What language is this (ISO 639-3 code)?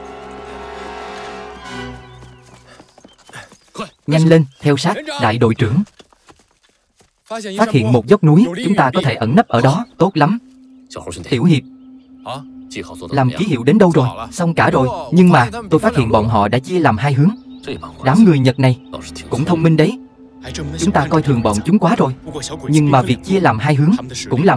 vie